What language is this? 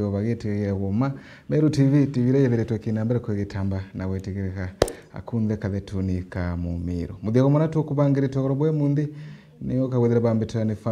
Meru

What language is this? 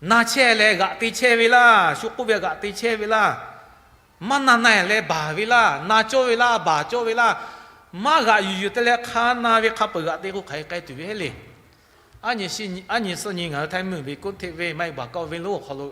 Lahu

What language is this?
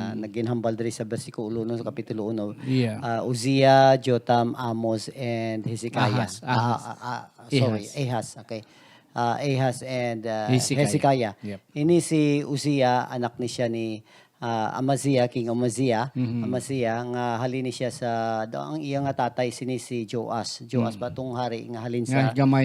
Hiligaynon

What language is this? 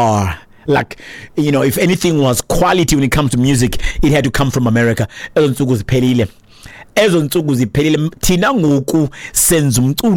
Xhosa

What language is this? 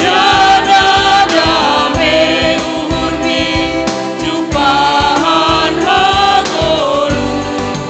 Batak Simalungun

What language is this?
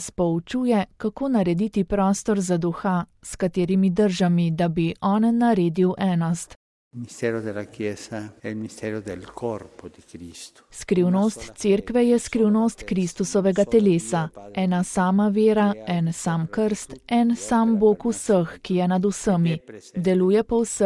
Slovenian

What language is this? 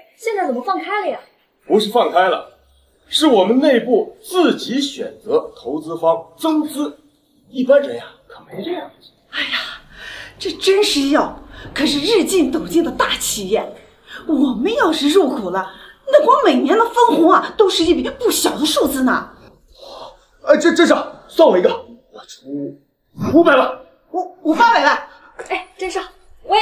Chinese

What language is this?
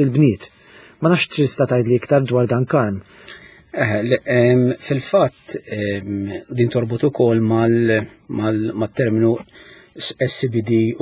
Maltese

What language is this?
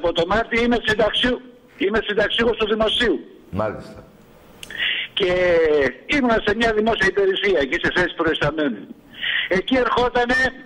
Greek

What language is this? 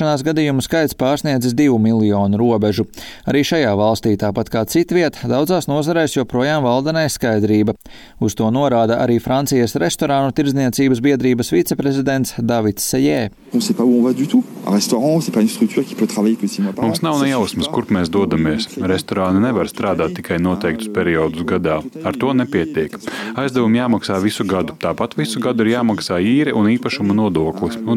Latvian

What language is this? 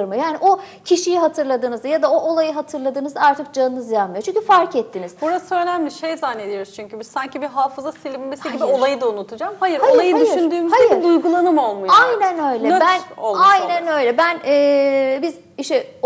Turkish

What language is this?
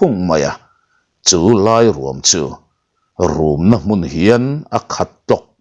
Mizo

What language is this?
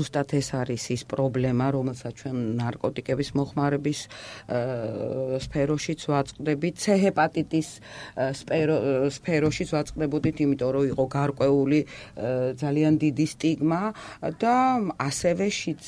Georgian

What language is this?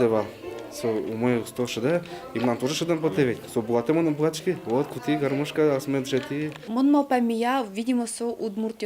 Udmurt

